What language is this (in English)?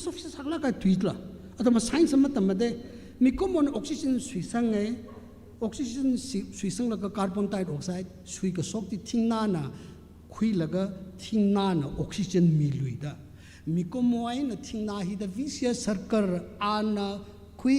Tangkhul Naga (India)